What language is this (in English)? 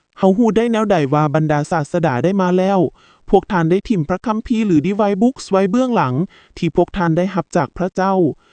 Lao